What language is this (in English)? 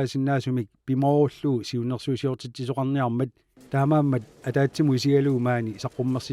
Kalaallisut